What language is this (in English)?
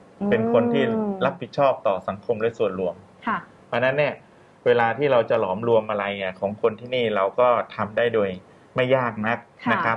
Thai